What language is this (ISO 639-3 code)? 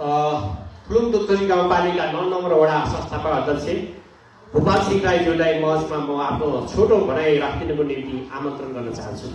nep